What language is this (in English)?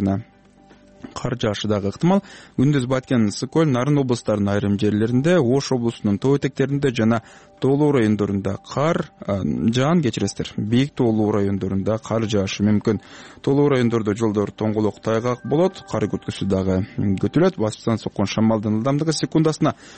Kyrgyz